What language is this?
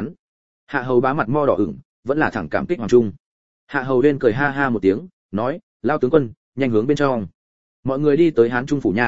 Vietnamese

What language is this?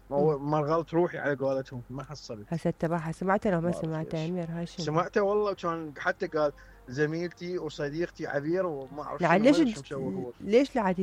Mesopotamian Arabic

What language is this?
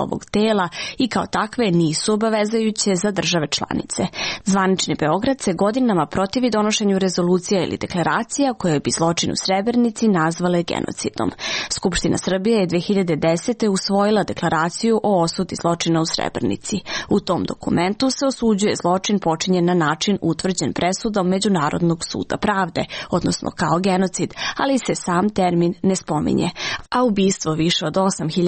Serbian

